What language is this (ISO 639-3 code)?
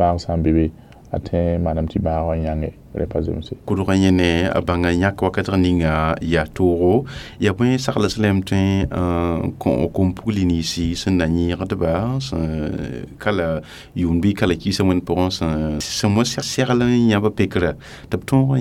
mos